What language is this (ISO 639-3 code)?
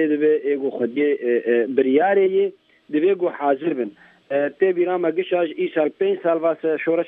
kur